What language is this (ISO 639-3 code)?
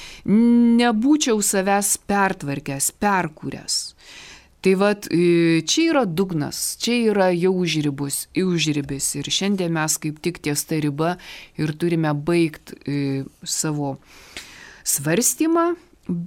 lit